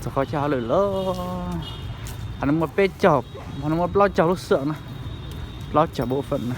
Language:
Hmong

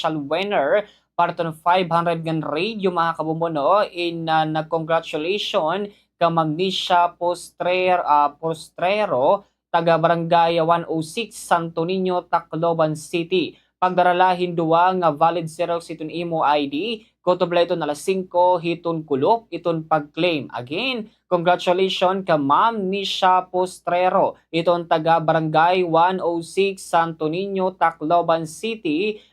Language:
Waray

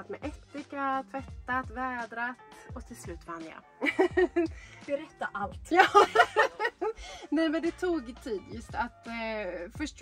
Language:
Swedish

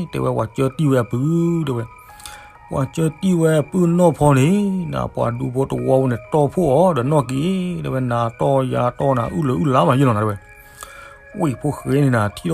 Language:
S'gaw Karen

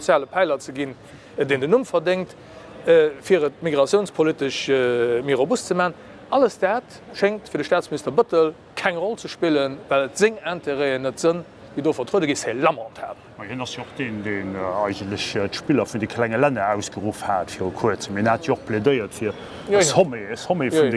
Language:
Luxembourgish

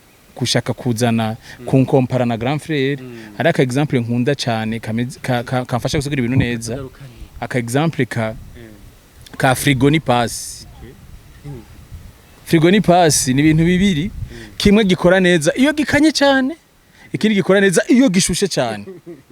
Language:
Rundi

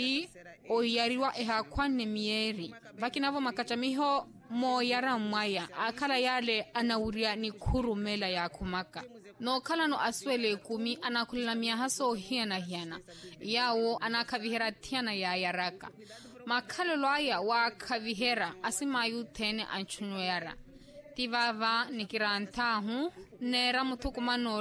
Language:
Makhuwa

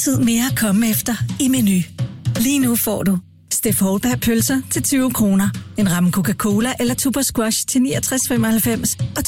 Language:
Danish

